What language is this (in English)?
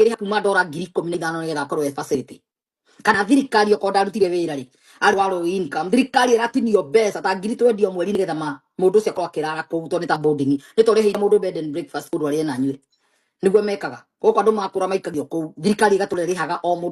Kikuyu